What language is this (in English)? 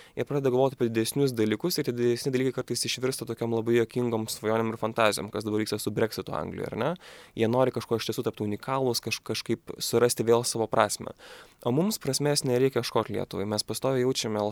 Lithuanian